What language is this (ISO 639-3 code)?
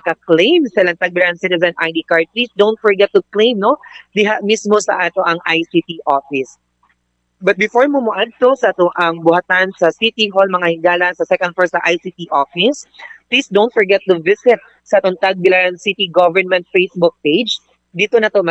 ceb